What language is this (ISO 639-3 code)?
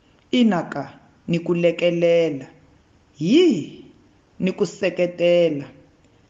tso